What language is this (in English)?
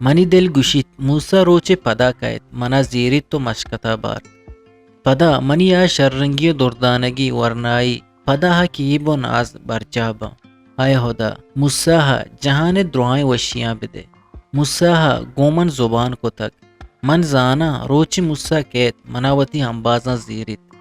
Eastern Balochi